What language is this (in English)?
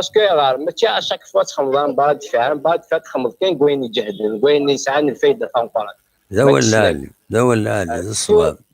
Kabyle